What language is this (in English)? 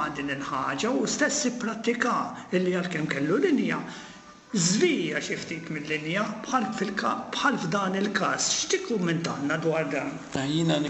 Maltese